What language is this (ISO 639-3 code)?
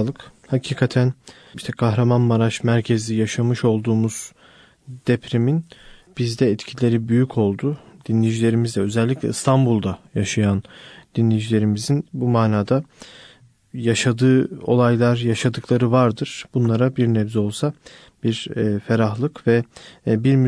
tur